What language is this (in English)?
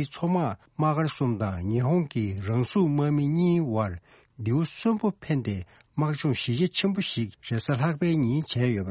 Tibetan